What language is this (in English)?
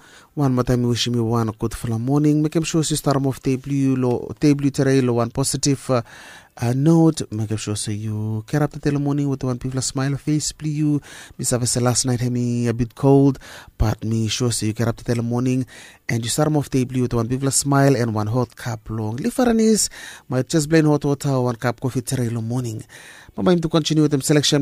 Bislama